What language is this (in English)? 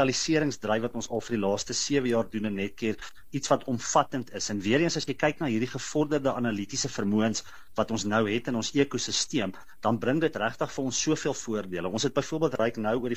Afrikaans